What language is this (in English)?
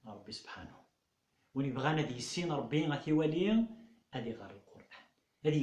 Kabyle